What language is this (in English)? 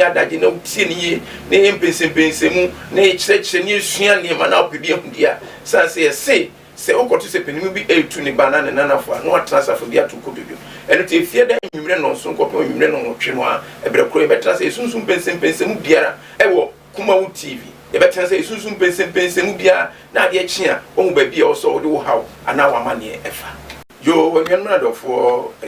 Akan